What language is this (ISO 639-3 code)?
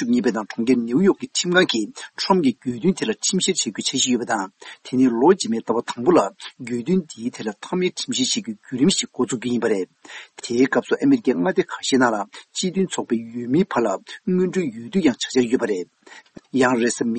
bod